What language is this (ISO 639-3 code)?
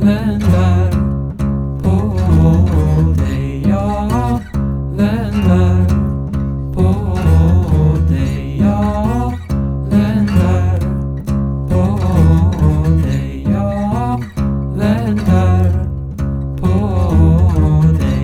swe